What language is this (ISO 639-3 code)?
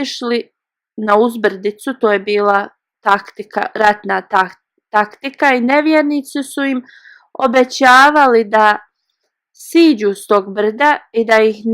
bos